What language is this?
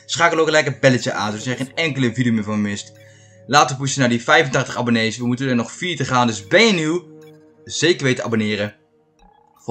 Dutch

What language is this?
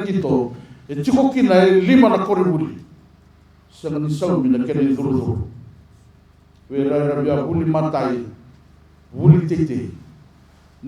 Fijian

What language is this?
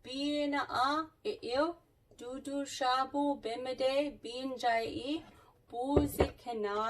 Chippewa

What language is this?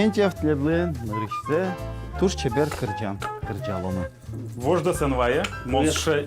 Udmurt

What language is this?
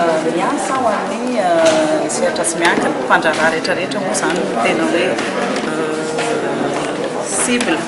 Malagasy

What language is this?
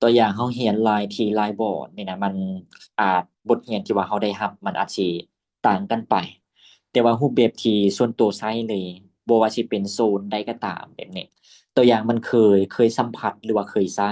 Lao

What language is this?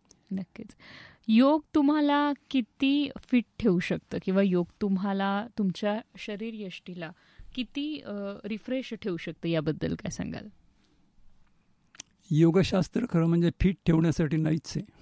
Marathi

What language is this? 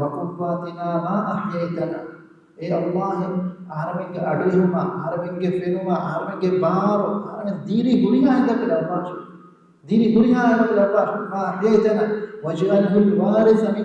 Divehi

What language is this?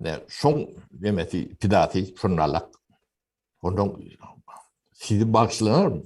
Turkmen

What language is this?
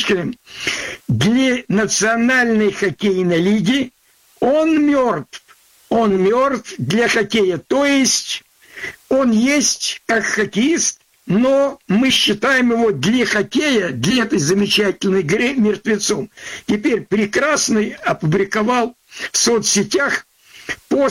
Russian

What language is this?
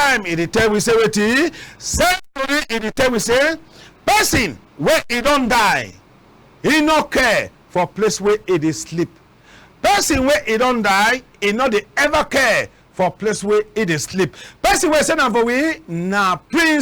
Cameroon Pidgin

